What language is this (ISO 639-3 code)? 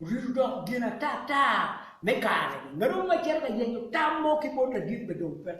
ach